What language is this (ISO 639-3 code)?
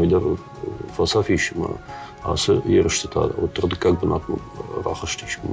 oss